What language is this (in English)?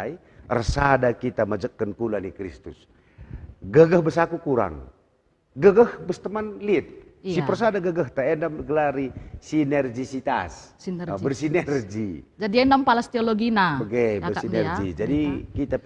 Batak Karo